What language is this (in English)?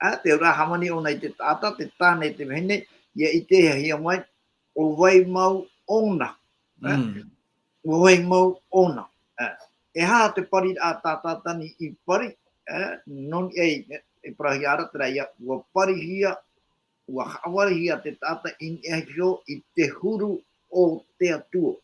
Tahitian